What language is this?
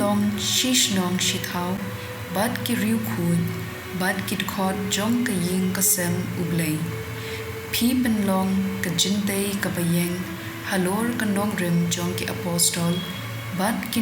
Khasi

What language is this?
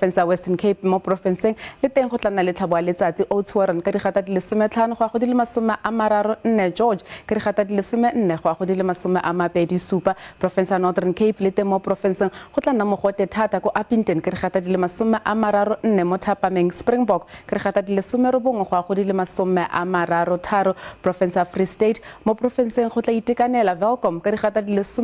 Tswana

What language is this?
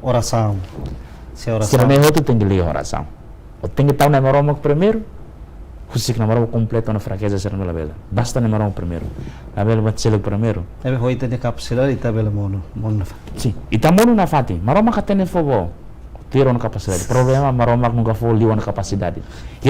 Tetum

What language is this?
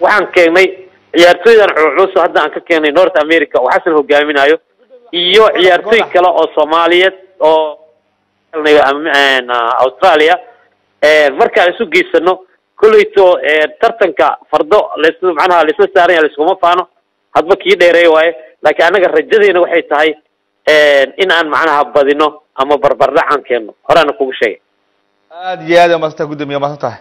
Somali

